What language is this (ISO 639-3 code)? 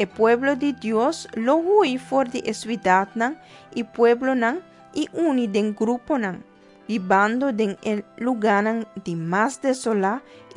pap